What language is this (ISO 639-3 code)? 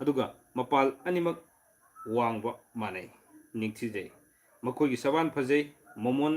mni